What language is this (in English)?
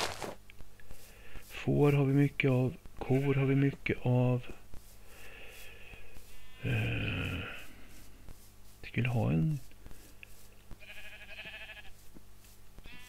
Swedish